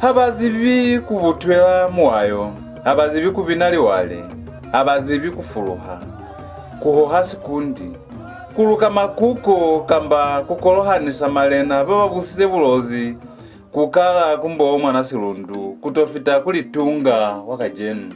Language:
Lozi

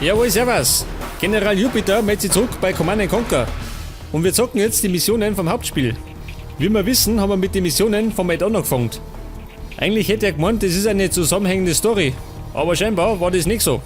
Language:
Bavarian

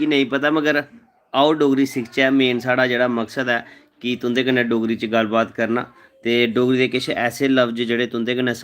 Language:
Dogri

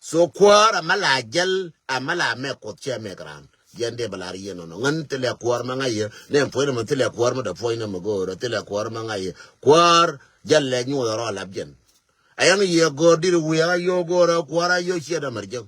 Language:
Nuer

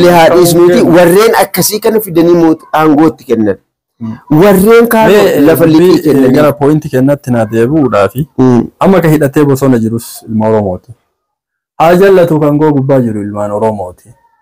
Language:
Oromo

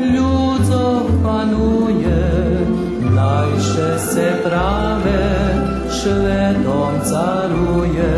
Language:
Rusyn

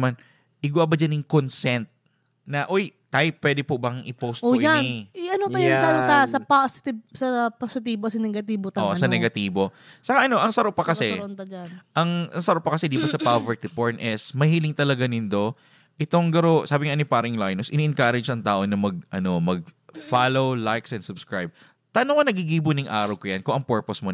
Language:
Bikol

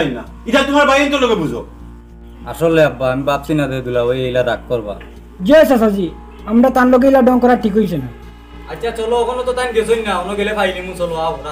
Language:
Sylheti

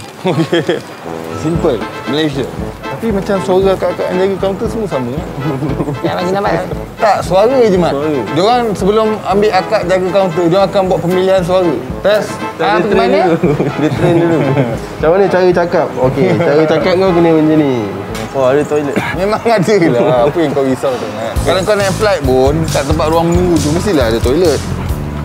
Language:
Malay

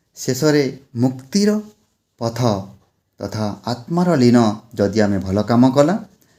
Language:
Odia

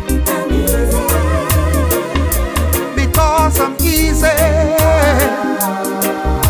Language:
English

